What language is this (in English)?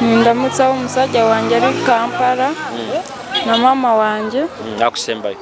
Nyoro